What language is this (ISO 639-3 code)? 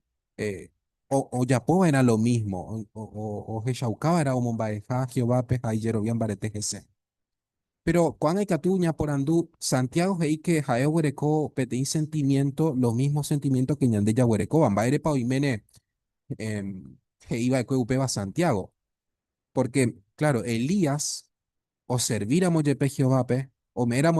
grn